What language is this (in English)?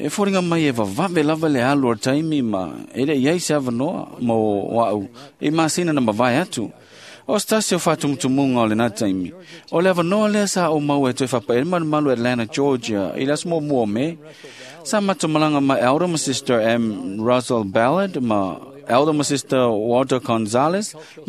Samoan